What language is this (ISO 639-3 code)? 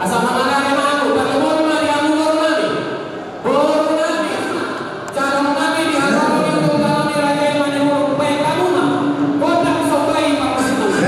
bbc